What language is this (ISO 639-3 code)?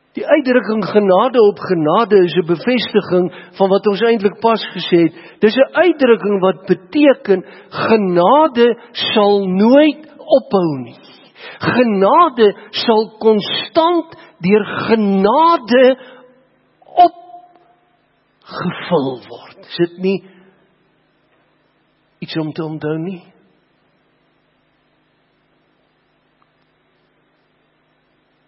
afr